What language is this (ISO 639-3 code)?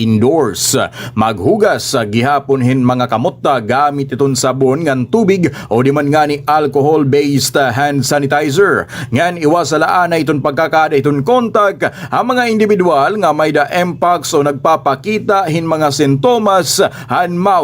war